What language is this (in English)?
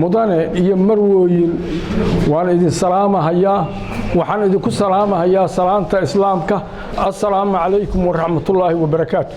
Somali